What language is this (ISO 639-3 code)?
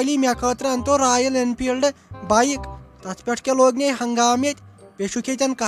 kas